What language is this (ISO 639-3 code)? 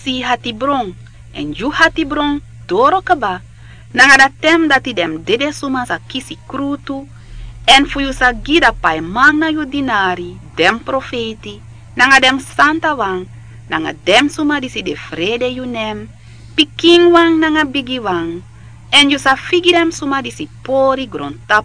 srn